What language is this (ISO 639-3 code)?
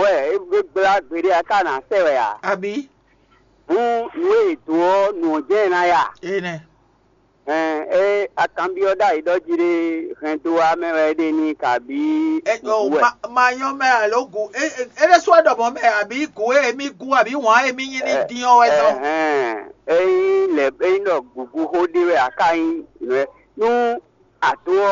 fon